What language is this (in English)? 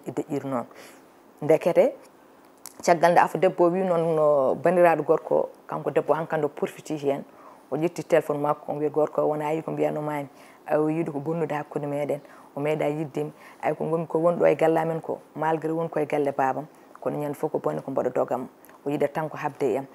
Fula